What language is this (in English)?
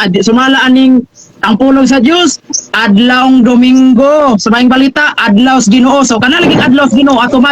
Cebuano